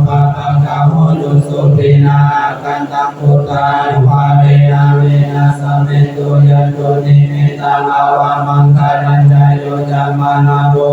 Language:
Pali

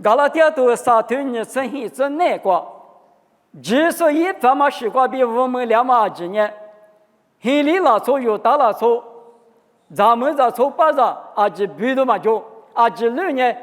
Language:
Lisu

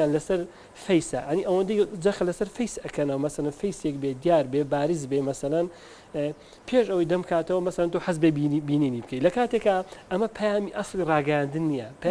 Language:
Central Kurdish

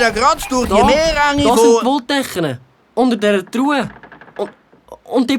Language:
Swiss German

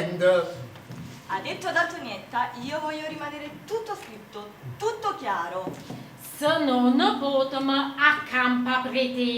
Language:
Neapolitan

